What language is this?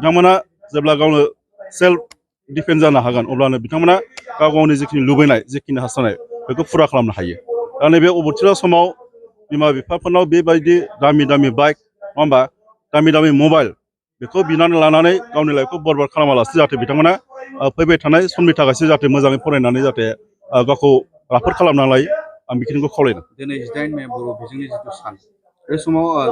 Bodo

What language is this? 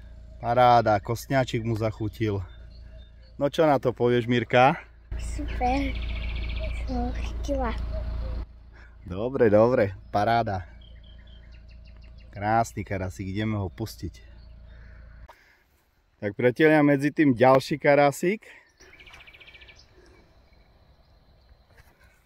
Slovak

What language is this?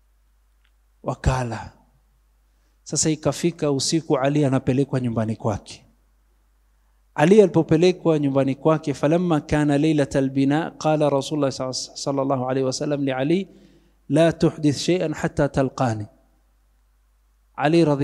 Swahili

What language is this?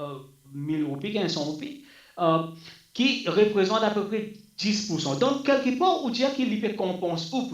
Morisyen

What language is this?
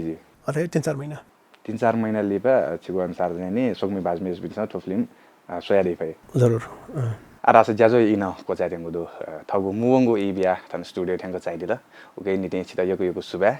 Newari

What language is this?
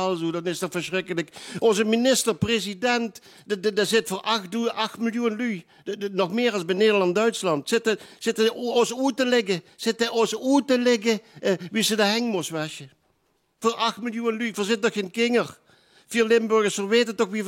Limburgish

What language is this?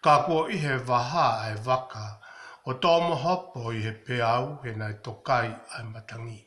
Tongan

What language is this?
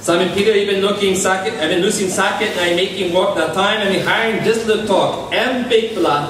Tok Pisin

